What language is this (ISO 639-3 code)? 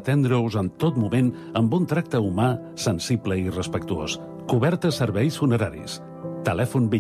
cat